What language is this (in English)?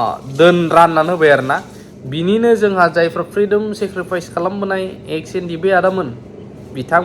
Bodo